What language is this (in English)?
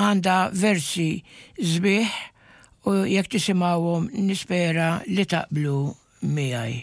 Maltese